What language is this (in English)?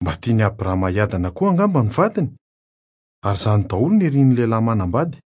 Malagasy